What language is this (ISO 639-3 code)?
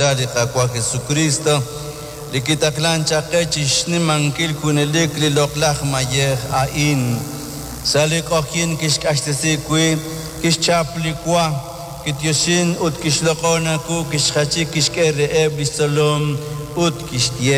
kek